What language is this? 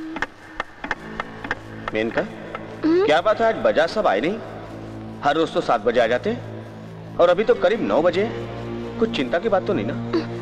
Hindi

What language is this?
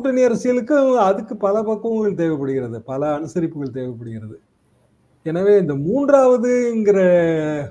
Tamil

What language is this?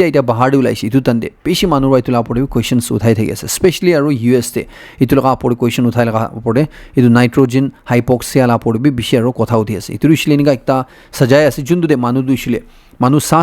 Naga Pidgin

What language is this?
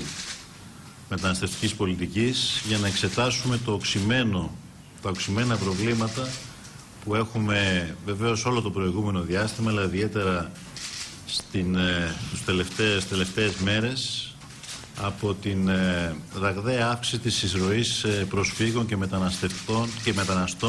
Greek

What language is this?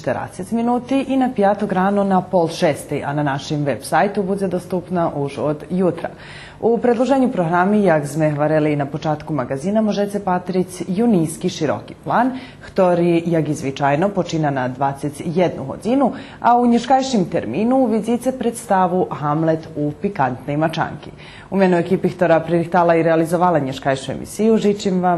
Rusyn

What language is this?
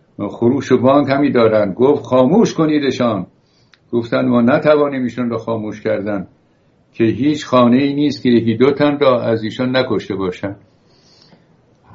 Persian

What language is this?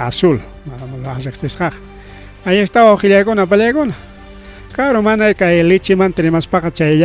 Ayacucho Quechua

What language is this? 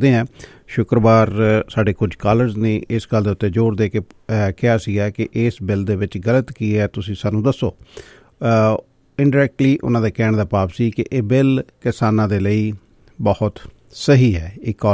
Punjabi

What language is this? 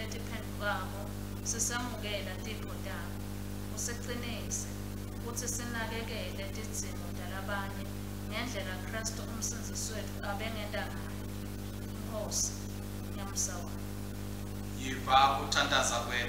Swati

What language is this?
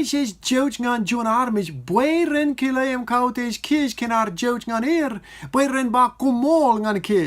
Marshallese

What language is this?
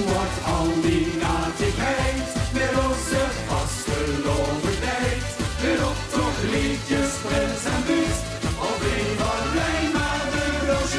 Limburgish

